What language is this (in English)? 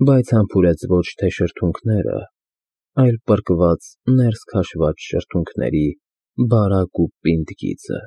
Armenian